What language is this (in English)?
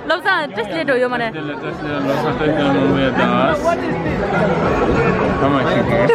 Tibetan